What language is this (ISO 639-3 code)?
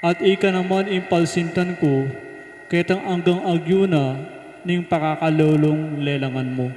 pam